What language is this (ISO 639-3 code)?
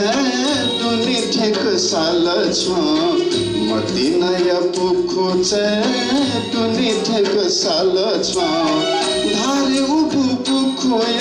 new